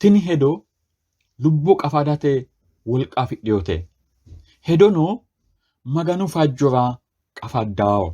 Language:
Sidamo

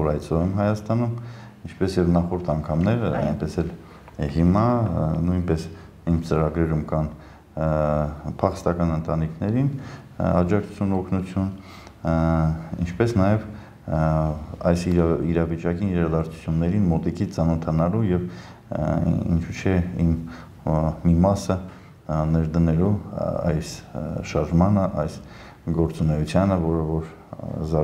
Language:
Armenian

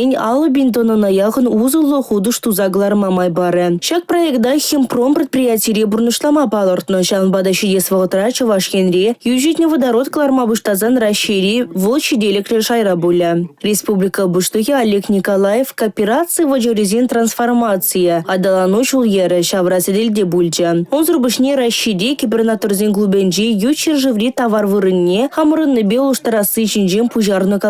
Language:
Chuvash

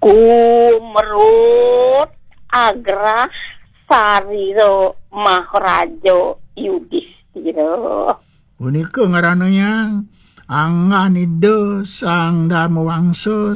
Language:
Balinese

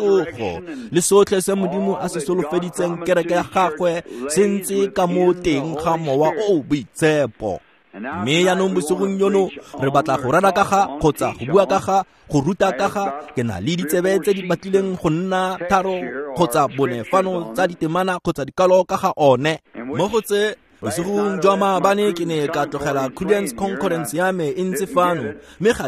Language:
Tswana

